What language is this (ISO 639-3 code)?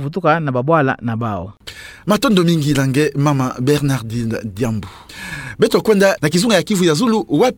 ktu